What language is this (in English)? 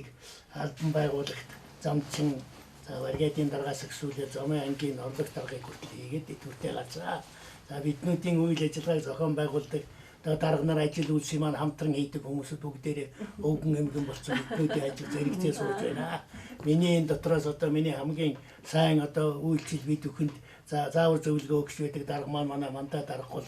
Mongolian